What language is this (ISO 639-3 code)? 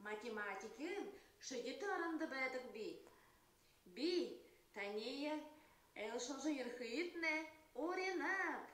bua